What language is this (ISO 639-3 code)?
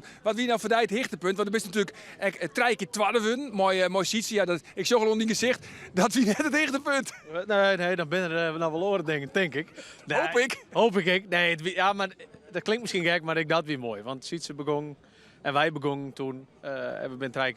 fry